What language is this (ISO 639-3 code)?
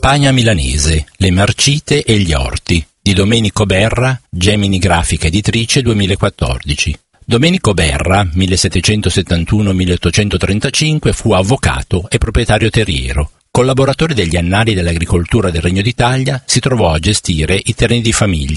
ita